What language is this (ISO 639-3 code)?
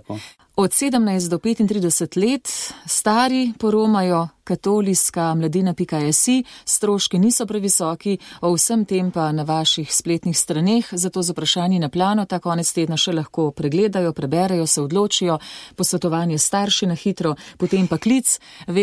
slv